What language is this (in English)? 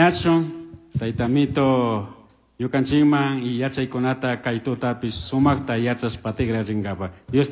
Chimborazo Highland Quichua